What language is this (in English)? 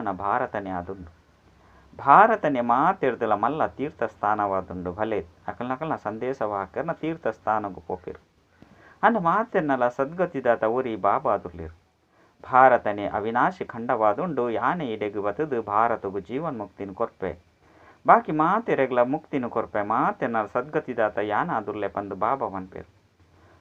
Tulu